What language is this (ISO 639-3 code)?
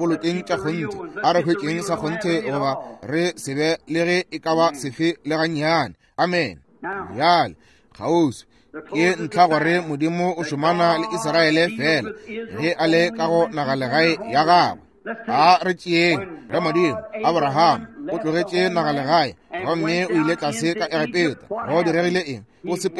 nso